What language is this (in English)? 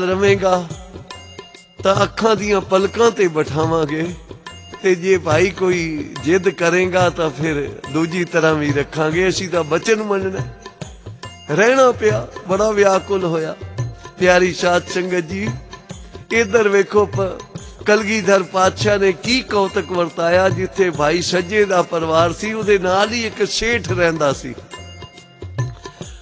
Punjabi